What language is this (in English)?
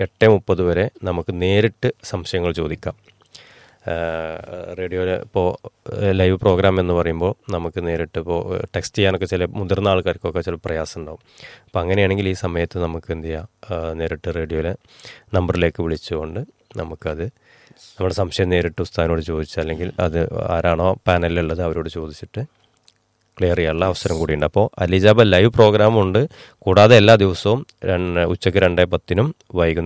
Malayalam